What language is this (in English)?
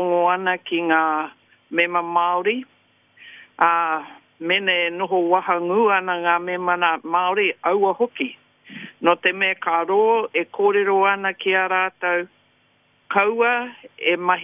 Māori